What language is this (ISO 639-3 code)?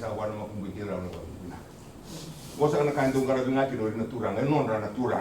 fij